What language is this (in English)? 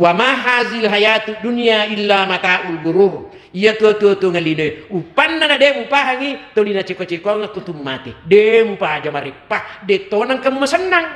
Buginese